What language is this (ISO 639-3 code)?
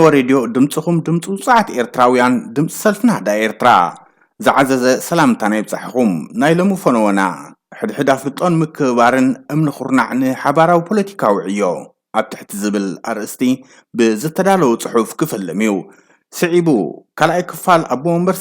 tir